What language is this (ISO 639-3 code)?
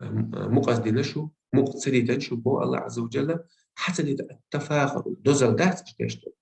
che